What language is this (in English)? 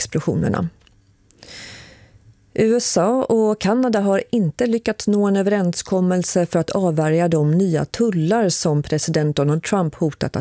Swedish